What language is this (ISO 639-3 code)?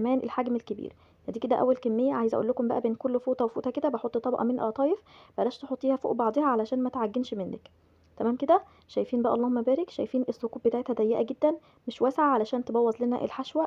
arz